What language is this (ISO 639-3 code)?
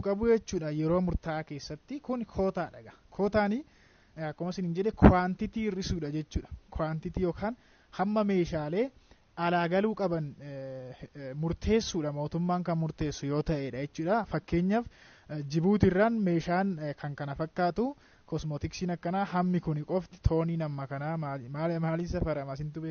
orm